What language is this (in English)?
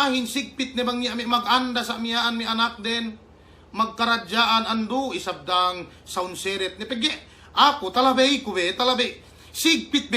Yakan